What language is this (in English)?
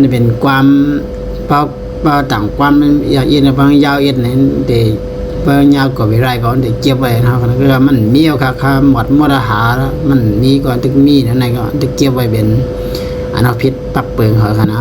Shan